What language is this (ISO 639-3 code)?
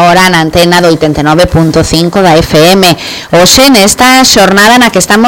glg